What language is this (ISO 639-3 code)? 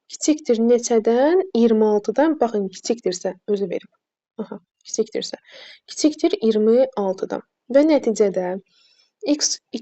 aze